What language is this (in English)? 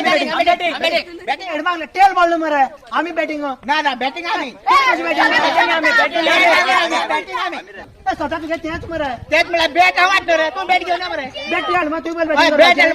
Konkani